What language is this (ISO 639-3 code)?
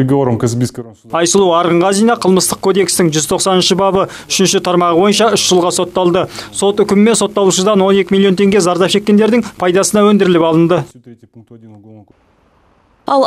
kaz